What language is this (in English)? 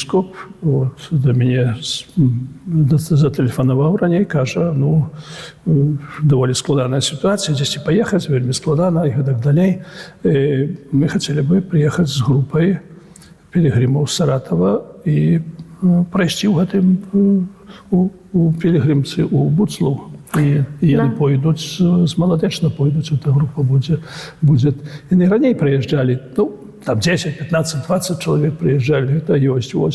Belarusian